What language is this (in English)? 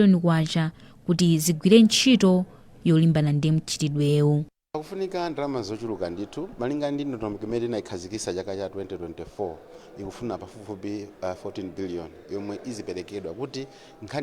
Nyanja